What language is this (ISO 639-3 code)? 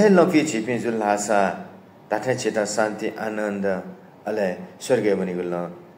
new